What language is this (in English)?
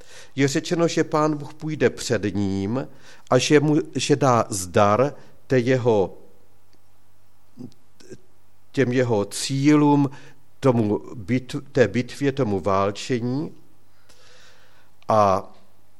Czech